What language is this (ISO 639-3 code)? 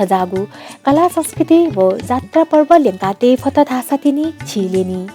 new